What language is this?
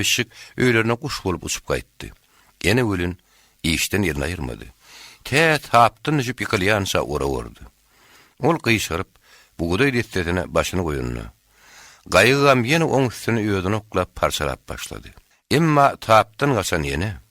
Turkmen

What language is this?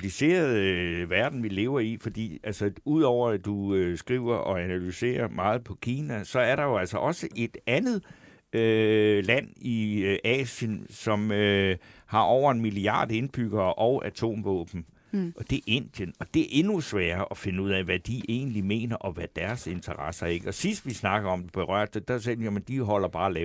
Danish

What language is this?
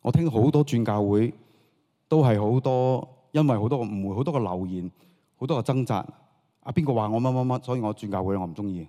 Cantonese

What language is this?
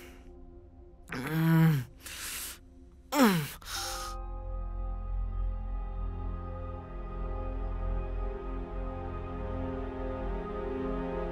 Telugu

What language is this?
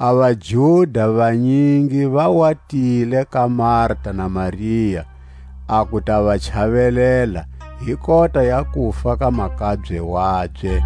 Tswa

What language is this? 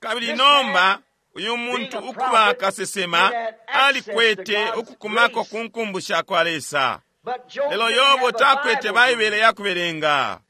Bemba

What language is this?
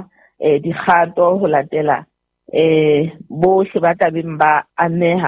Southern Sotho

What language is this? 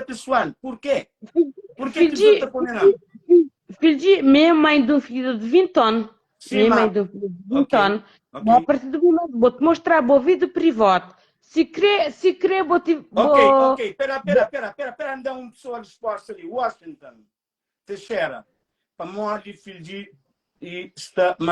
Kabuverdianu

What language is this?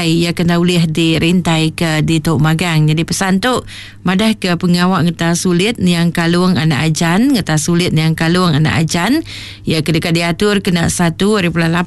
Iban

